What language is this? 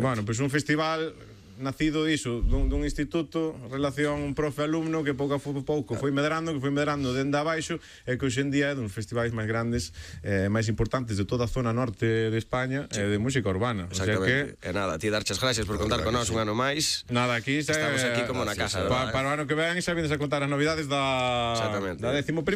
Galician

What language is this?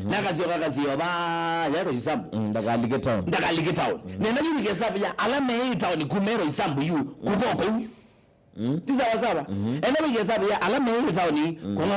Kamba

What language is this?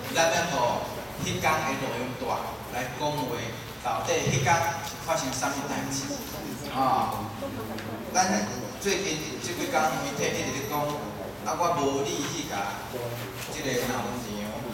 Min Nan Chinese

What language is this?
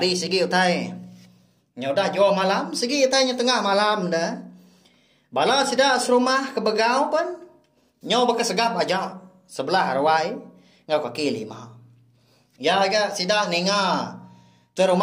Iban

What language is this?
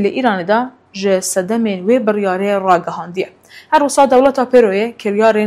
Kurdish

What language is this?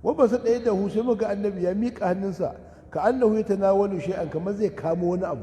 Hausa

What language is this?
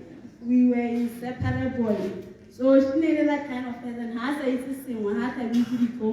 Tswana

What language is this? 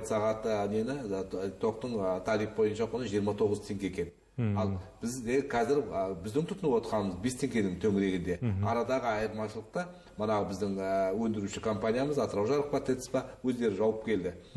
Kazakh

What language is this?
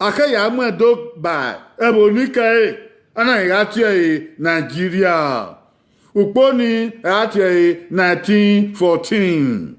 Bini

